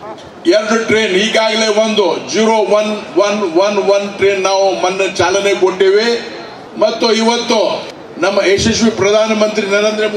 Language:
Kannada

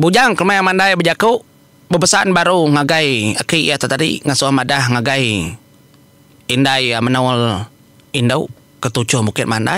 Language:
Iban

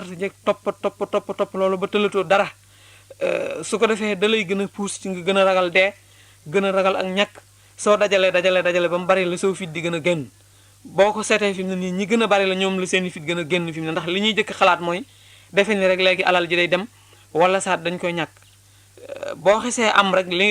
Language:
Wolof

